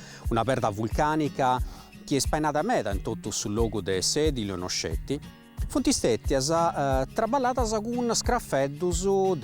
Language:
Sardinian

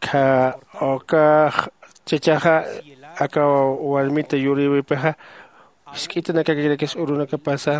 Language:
Aymara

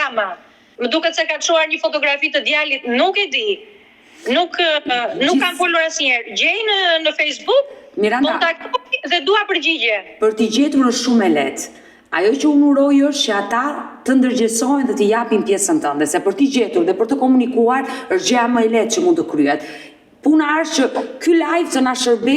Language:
Albanian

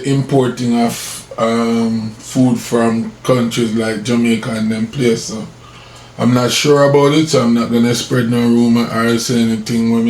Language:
Jamaican Creole English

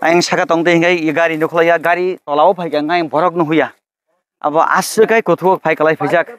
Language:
Kok Borok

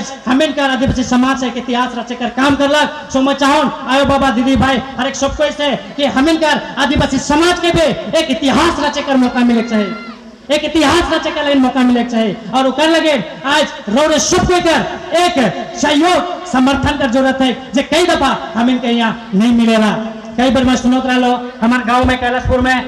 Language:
Sadri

